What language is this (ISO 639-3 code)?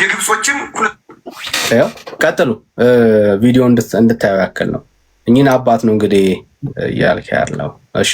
amh